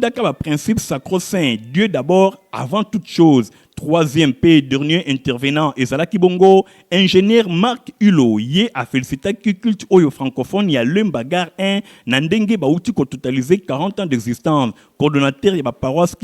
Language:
Lingala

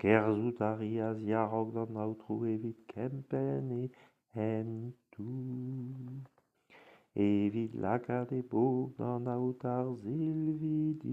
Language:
Breton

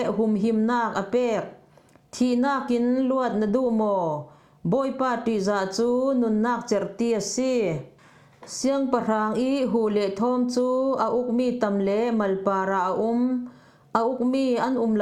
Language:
Falam Chin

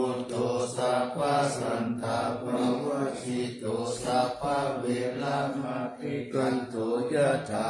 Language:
Pali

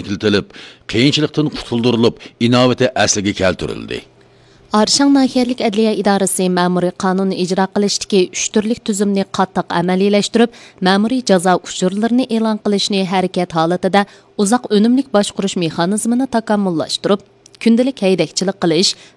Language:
Uyghur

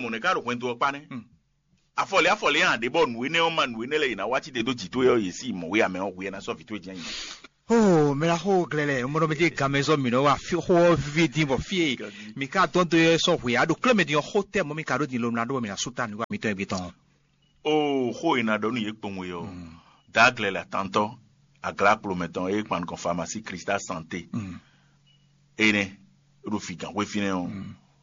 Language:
Fon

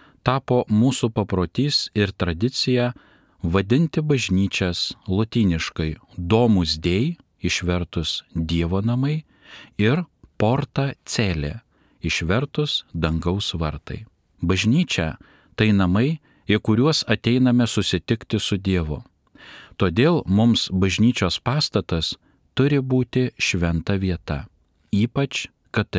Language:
Lithuanian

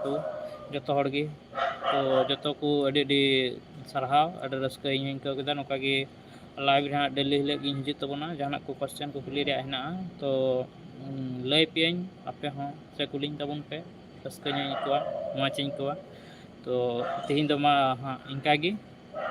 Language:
Santali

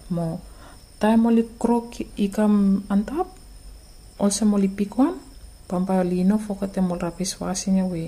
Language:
Bislama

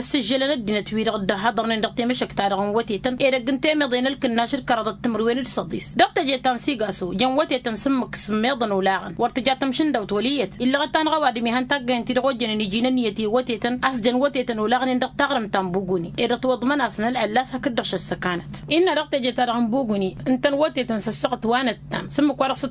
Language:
Tamasheq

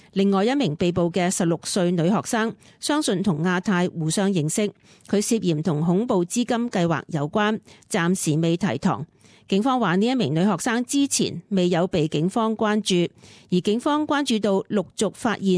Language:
Cantonese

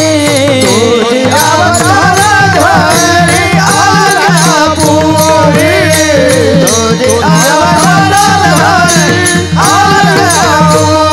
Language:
Marathi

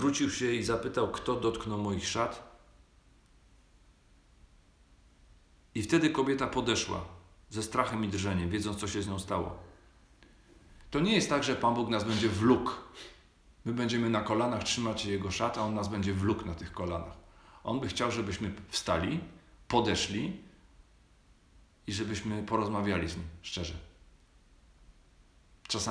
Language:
Polish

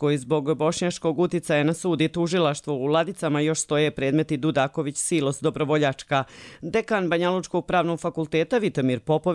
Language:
Bosnian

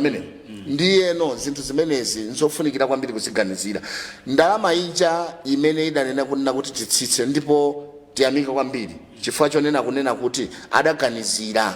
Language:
Nyanja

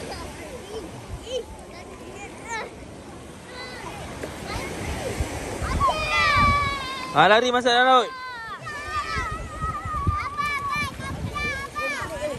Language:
Malay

